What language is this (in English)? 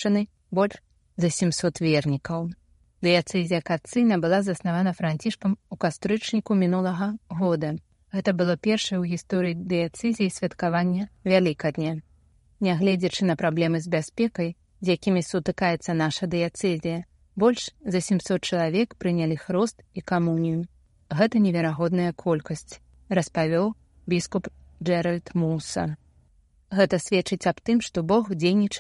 Belarusian